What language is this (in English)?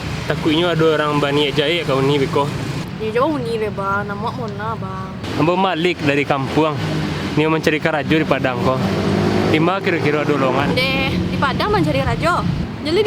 Minangkabau